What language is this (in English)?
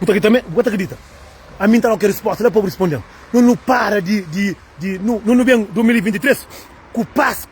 Kabuverdianu